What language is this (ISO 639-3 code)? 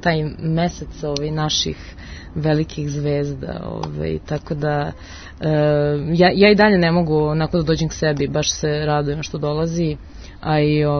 srp